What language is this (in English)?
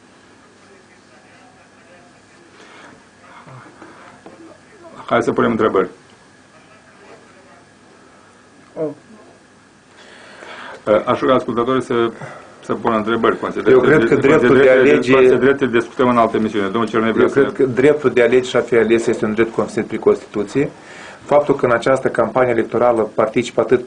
Romanian